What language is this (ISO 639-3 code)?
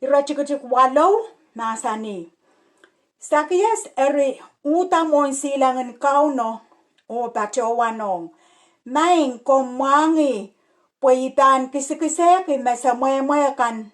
pon